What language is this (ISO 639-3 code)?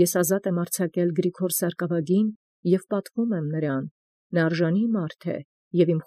hye